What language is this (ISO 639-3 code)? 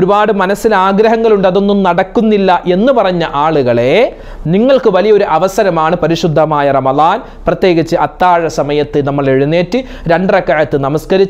mal